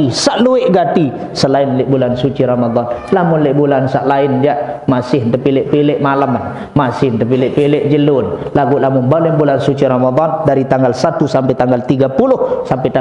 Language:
Sasak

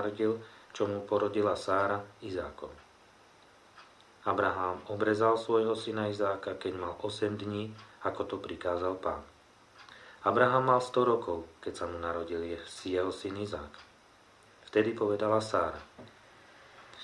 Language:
Slovak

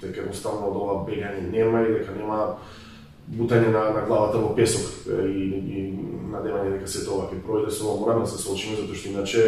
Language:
Macedonian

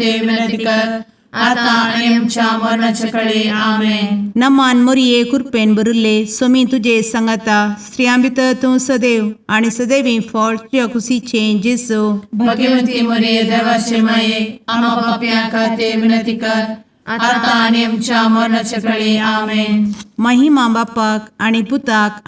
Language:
Konkani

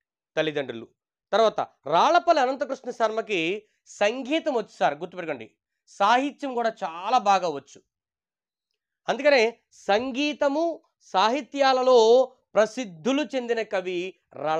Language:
Telugu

